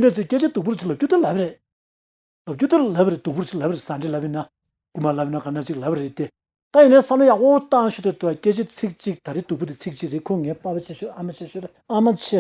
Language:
Tibetan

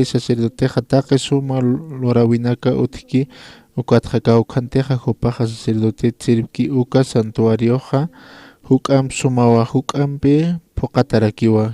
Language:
Aymara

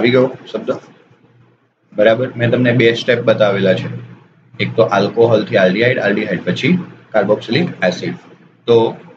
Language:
Gujarati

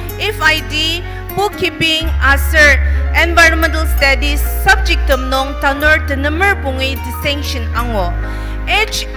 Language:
Ao Naga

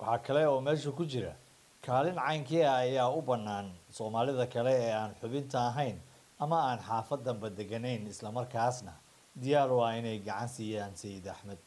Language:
Somali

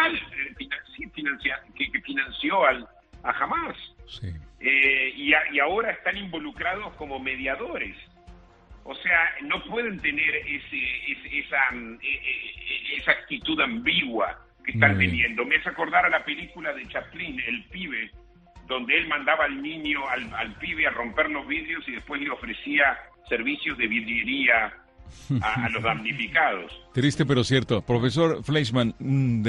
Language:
Spanish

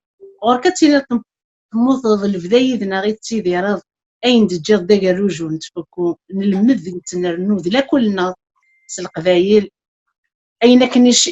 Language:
Kabyle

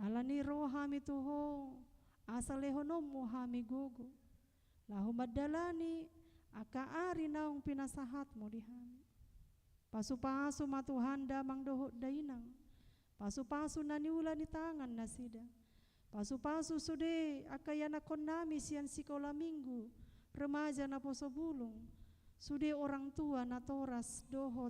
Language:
Batak Toba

